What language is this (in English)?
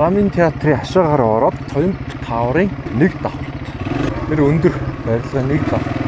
Mongolian